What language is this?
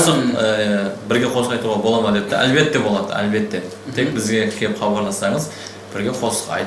Kara-Kalpak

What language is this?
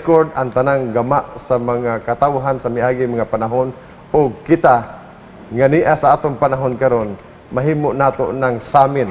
Cebuano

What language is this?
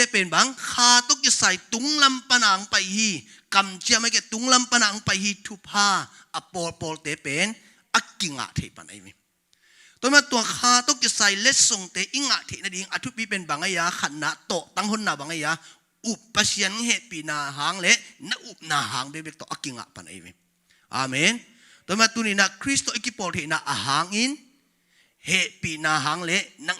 Tedim Chin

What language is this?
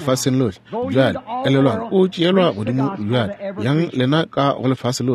Northern Sotho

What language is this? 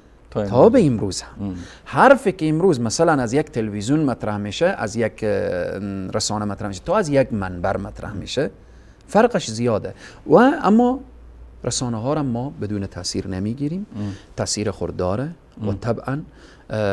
Persian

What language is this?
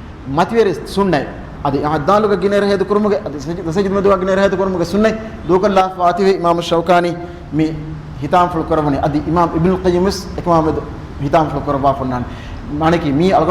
Divehi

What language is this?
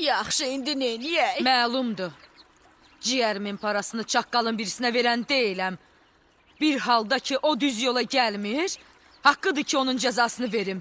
Azerbaijani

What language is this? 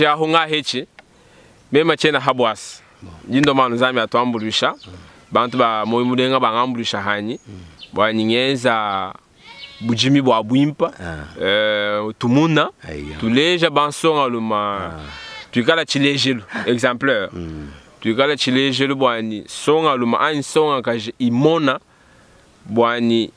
Luba-Lulua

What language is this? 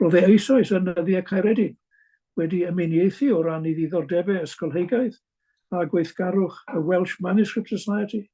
Welsh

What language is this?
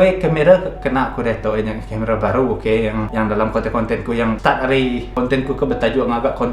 Iban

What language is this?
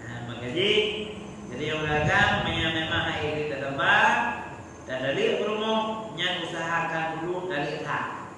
Achinese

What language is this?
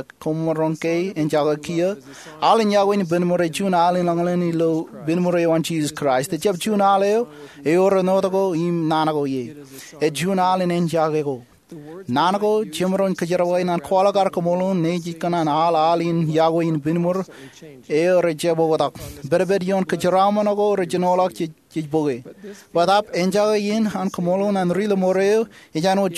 Marshallese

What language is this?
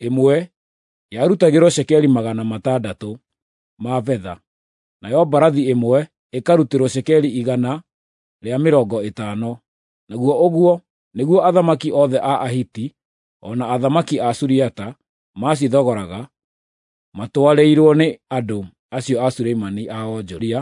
Kikuyu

